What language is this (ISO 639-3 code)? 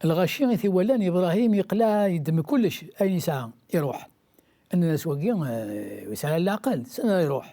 kab